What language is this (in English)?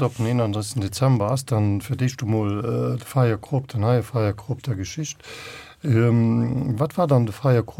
Luxembourgish